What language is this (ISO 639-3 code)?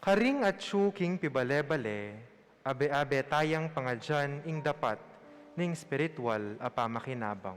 pam